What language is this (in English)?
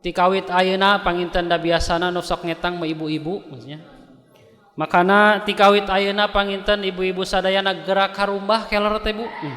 Sundanese